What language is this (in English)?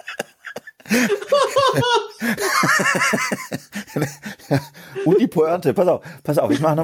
German